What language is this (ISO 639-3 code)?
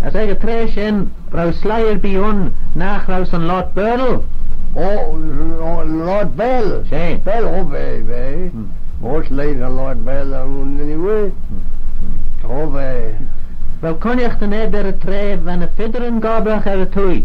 glv